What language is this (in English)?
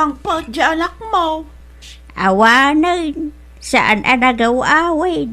Iloko